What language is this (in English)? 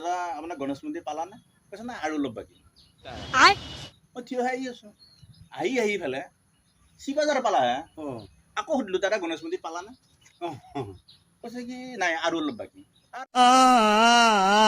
Assamese